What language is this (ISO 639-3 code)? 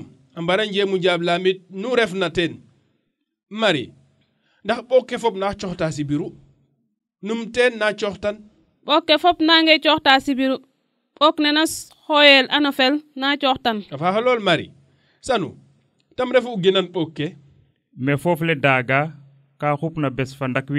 srr